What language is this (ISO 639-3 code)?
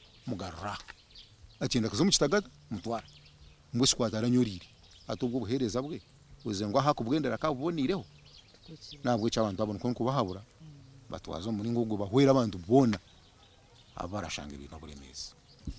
nyn